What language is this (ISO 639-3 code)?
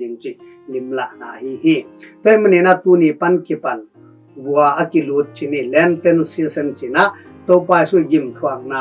ctd